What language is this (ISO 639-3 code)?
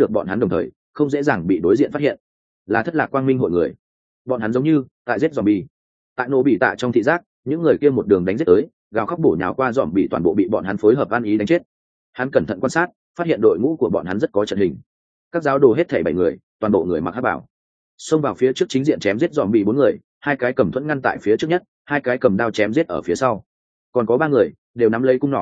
vie